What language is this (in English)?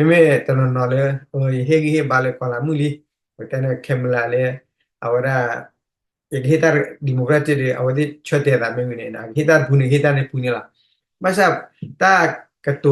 S'gaw Karen